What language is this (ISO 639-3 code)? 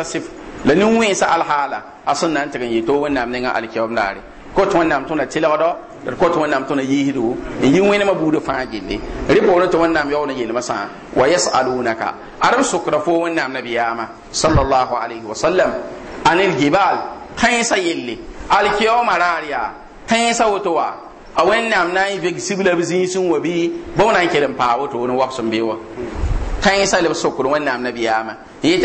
mos